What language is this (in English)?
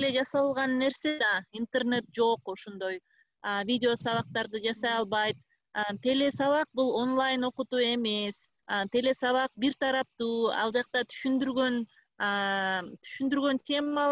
Kyrgyz